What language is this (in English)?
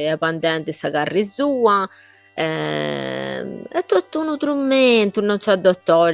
Sardinian